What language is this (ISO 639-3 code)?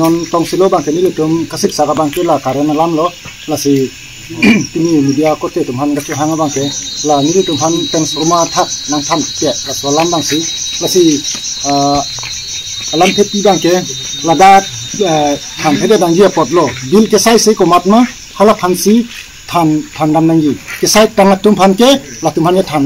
mjw